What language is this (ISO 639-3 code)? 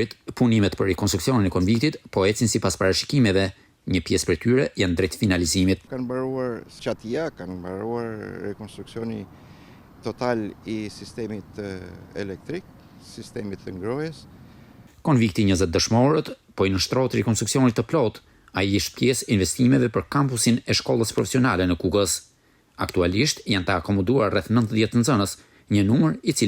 sqi